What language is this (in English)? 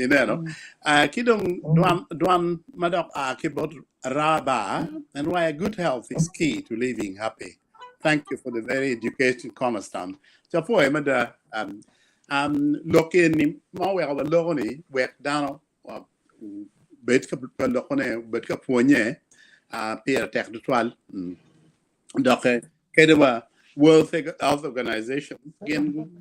Acoli